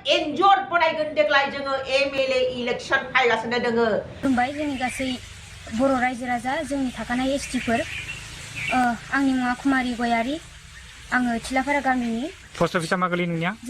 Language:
Bodo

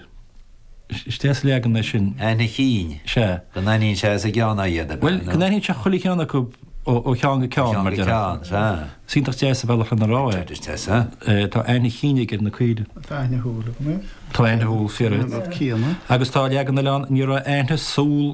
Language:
Irish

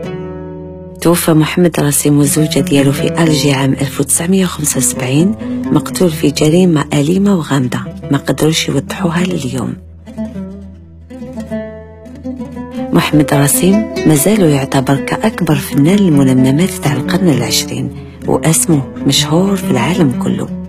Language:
Arabic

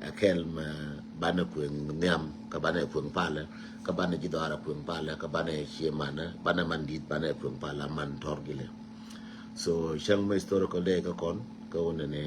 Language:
Nuer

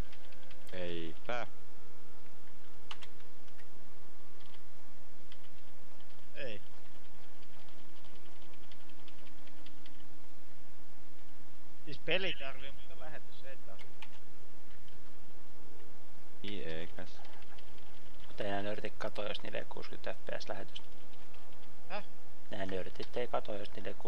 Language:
Finnish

